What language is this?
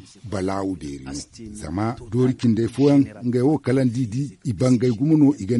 Zarma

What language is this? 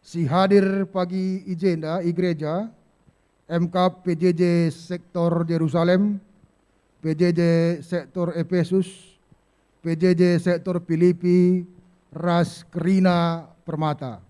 Batak Karo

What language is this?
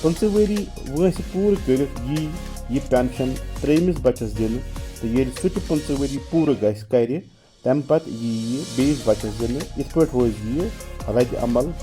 Kashmiri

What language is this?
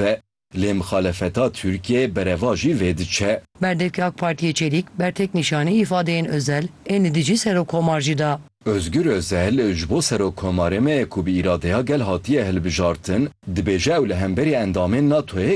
Kurdish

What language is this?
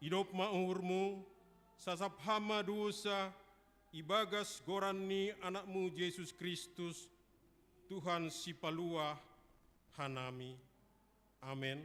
Batak Simalungun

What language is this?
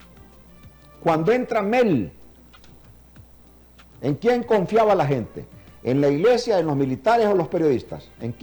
Spanish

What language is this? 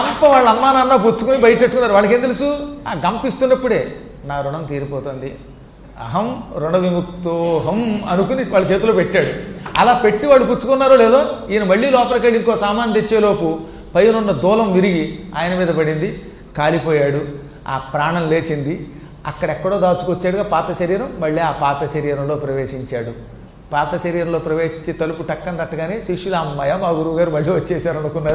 Telugu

